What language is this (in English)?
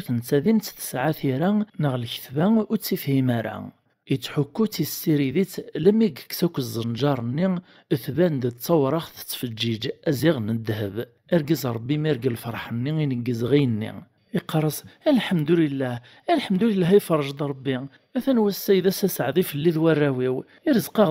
Kabyle